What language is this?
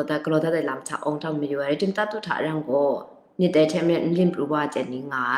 Kachin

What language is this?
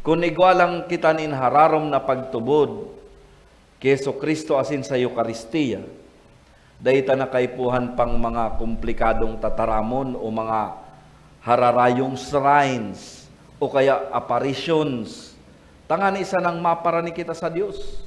Bikol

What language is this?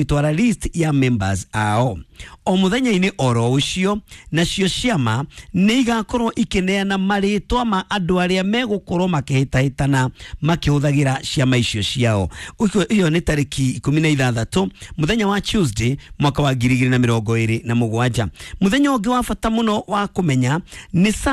Kikuyu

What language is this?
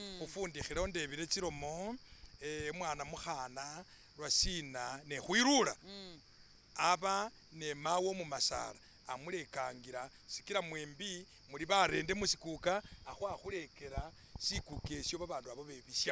Masaaba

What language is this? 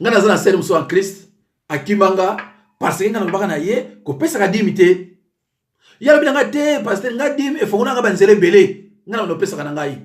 Lingala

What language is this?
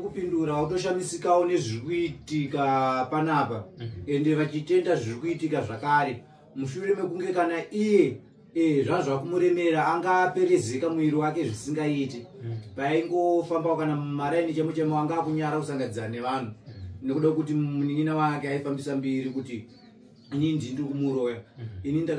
Shona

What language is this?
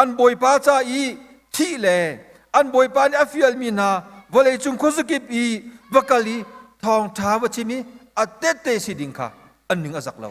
Hakha Chin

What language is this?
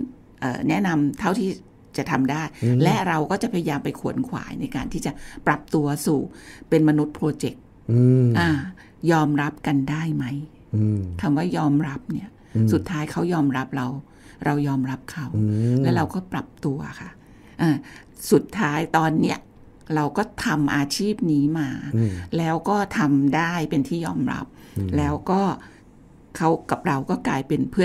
Thai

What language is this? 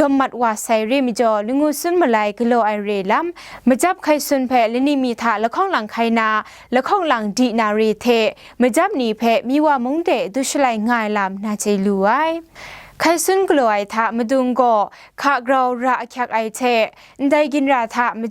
Kachin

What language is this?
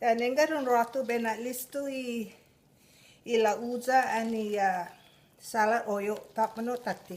Chamorro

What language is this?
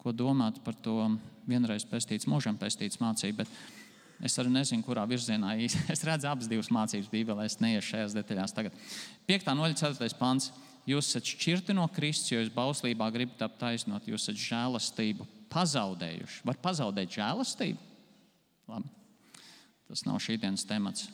Latvian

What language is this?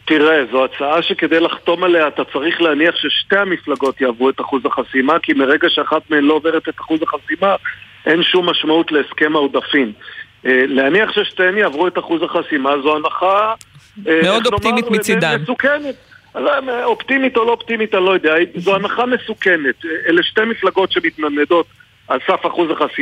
Hebrew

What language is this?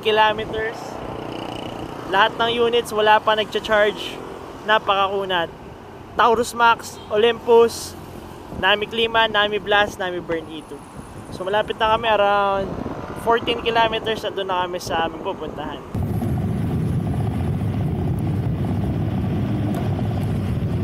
Filipino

